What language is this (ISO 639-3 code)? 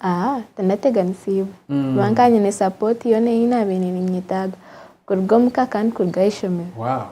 nyn